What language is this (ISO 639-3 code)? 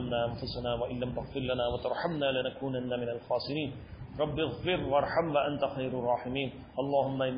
urd